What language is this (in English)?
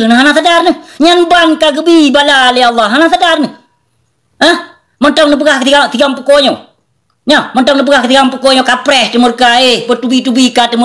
Achinese